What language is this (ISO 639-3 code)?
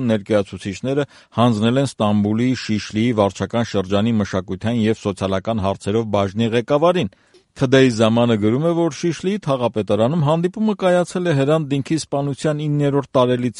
hye